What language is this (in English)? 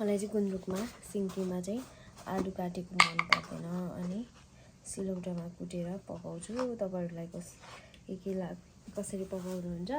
Nepali